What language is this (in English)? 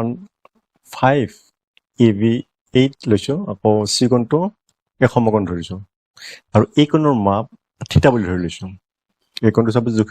Assamese